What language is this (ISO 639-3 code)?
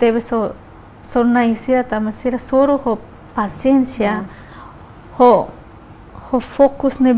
tet